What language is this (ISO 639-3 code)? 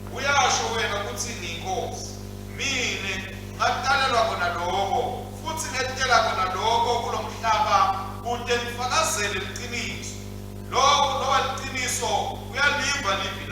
ssw